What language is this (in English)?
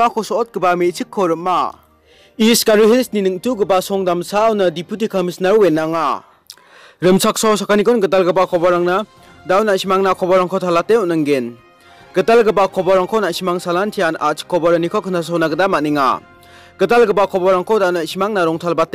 Garo